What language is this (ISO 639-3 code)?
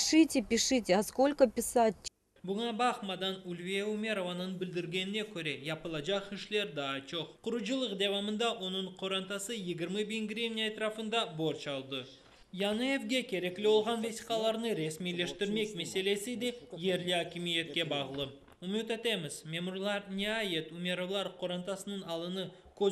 crh